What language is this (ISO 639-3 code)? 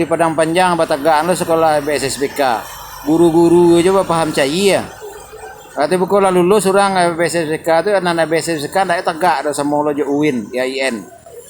min